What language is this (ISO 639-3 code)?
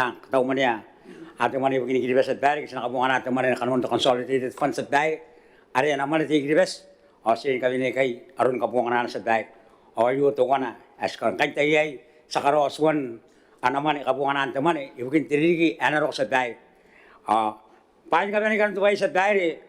gil